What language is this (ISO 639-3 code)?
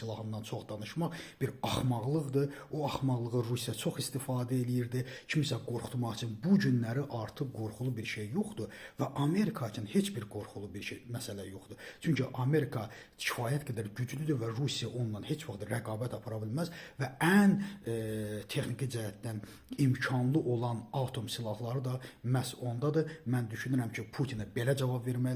aze